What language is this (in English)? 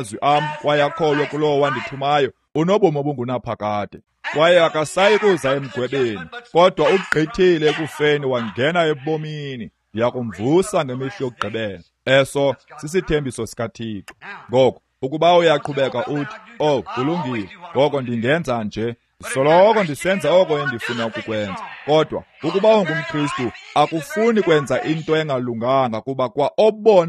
Xhosa